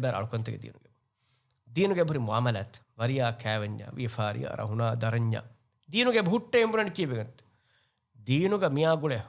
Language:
Divehi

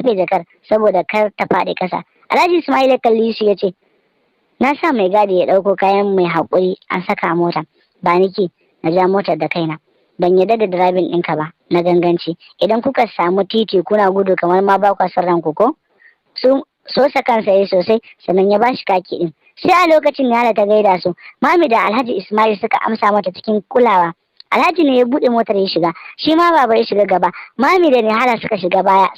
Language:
Hausa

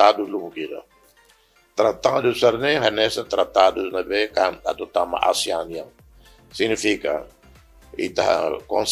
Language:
Tetum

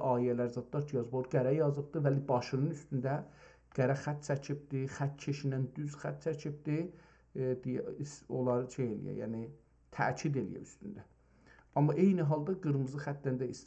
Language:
South Azerbaijani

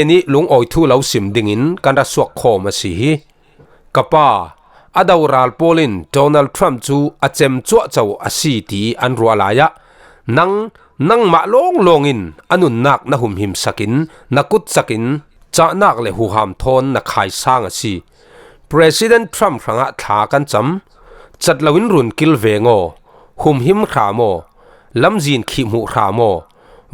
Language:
Falam Chin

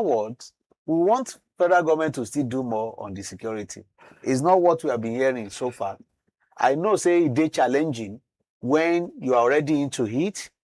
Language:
Nigerian Pidgin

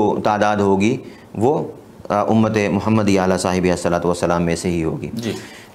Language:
Urdu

